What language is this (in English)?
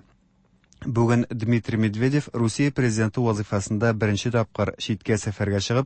Tatar